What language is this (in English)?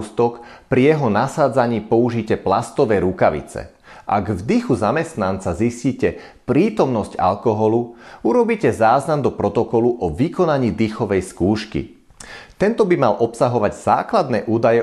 Slovak